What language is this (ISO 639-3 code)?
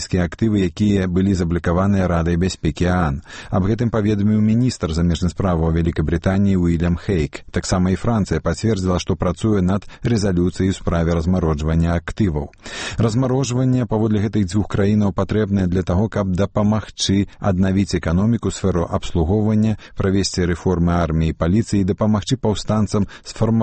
bel